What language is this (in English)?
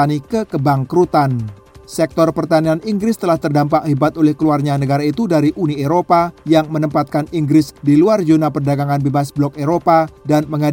Indonesian